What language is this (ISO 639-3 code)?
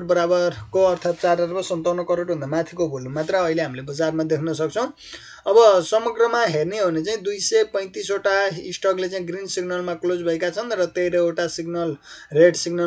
nep